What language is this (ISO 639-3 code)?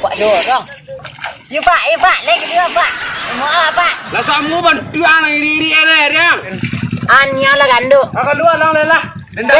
min